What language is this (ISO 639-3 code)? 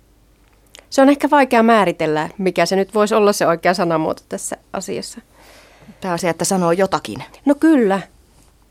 fin